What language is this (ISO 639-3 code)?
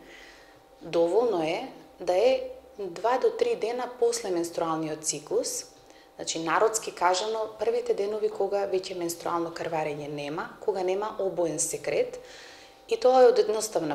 mkd